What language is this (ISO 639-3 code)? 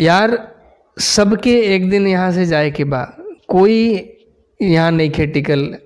bho